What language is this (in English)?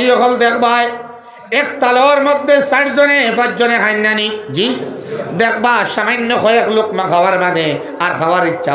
Sylheti